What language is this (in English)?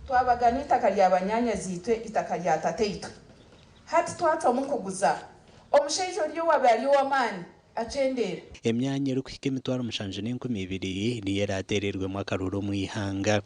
Nyankole